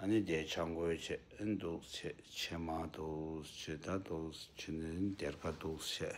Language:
Tibetan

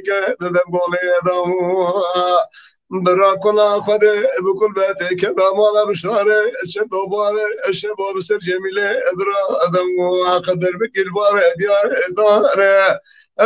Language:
Kurdish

